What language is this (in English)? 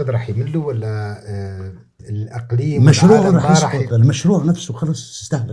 North Levantine Arabic